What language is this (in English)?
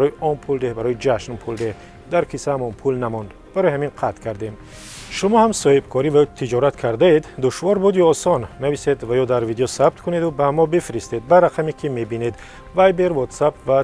Tajik